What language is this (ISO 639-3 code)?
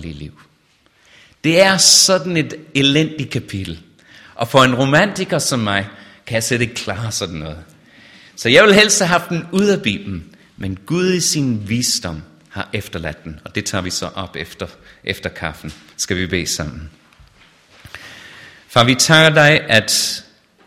dan